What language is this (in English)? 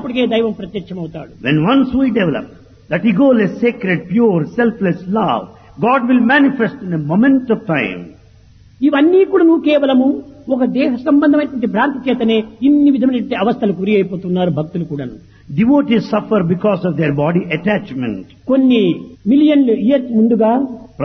Telugu